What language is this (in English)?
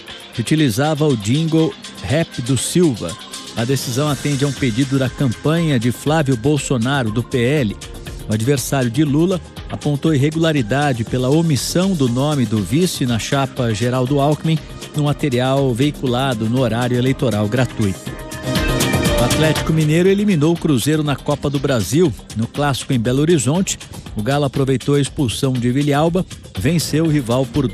Portuguese